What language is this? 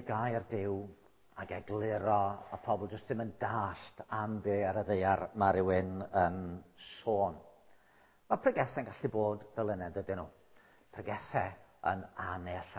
Welsh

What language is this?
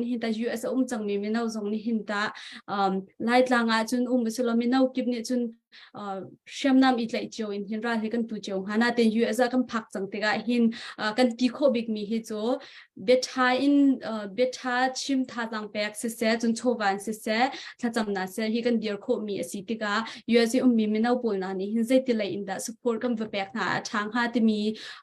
Hakha Chin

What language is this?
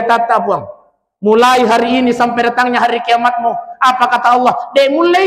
Buginese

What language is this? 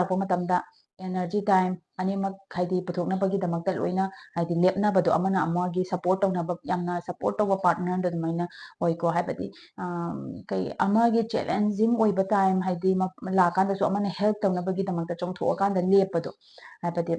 Manipuri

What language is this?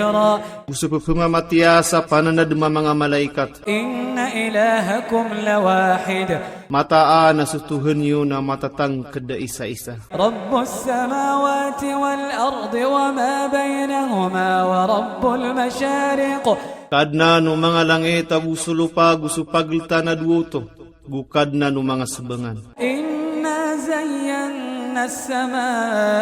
Maranao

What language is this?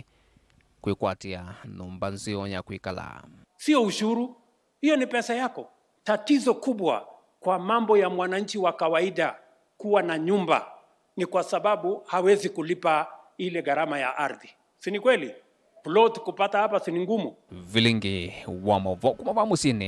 Kamba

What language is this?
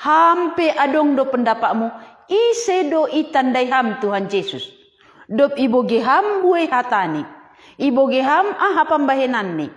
Batak Simalungun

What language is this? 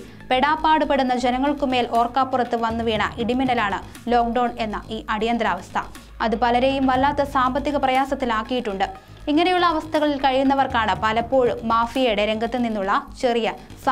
Malayalam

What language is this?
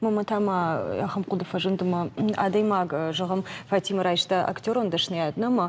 Ossetic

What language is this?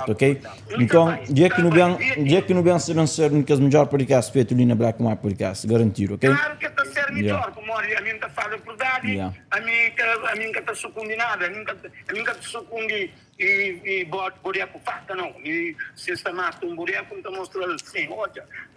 Kabuverdianu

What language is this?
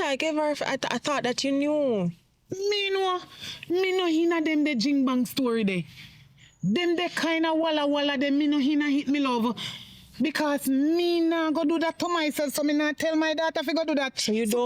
Jamaican Creole English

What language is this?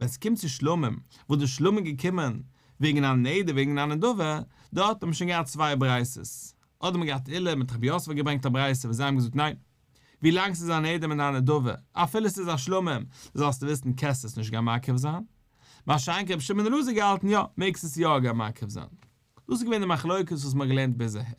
Yiddish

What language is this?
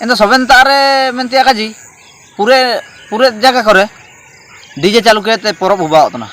Ho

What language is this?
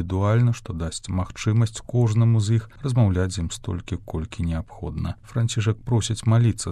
Belarusian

